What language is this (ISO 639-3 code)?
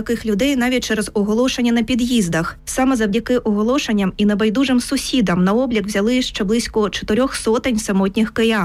ukr